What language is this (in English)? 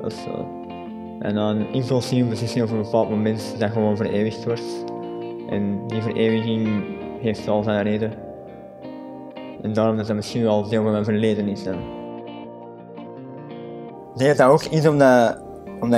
Dutch